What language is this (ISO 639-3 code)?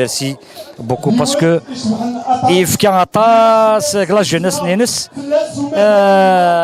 kab